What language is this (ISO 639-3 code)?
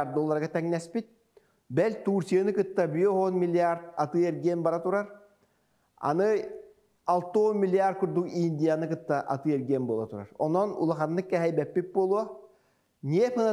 sah